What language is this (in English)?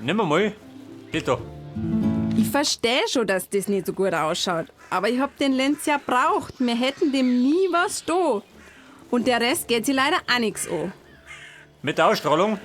Bavarian